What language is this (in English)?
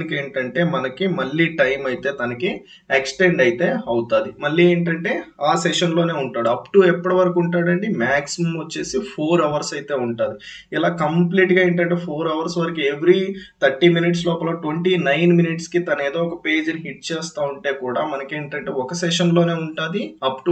Telugu